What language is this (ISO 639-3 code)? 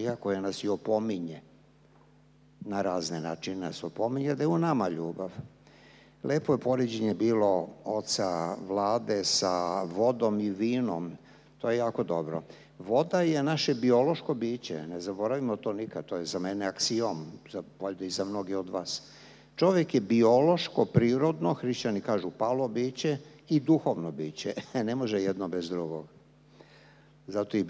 srp